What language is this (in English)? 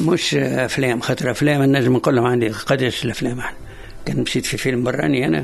Tunisian Arabic